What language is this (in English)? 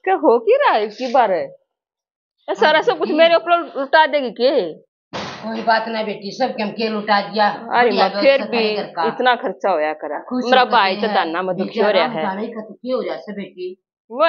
Haryanvi